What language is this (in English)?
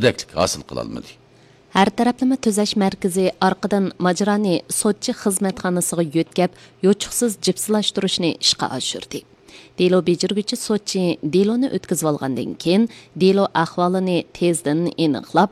Uyghur